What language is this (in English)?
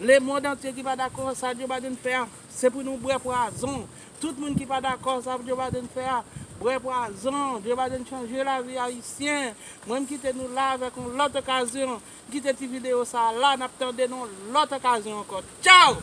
Haitian Creole